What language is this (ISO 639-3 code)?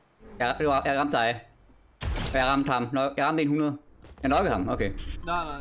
dan